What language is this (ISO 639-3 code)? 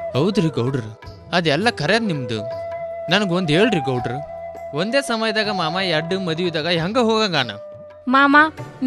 kan